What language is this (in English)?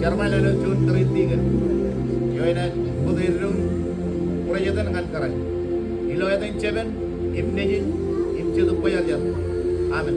Marshallese